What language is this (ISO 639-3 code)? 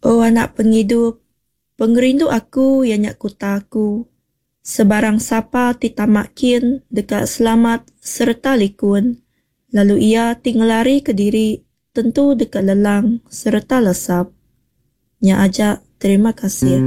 iba